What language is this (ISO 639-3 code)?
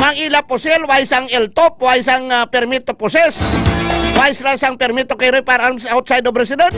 hil